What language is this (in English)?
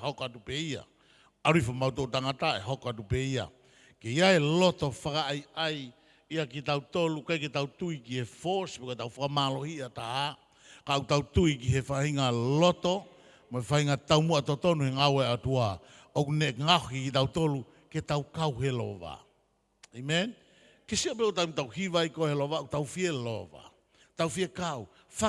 Tongan